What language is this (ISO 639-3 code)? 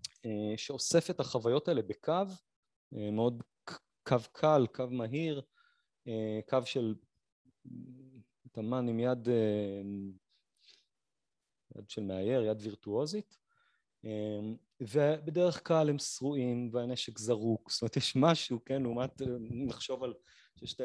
heb